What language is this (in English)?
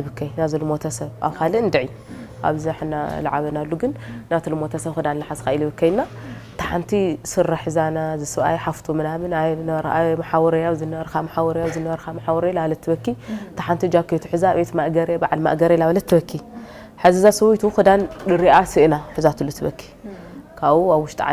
Tigrinya